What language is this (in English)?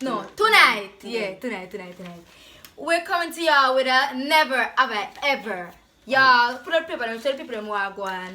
Jamaican Creole English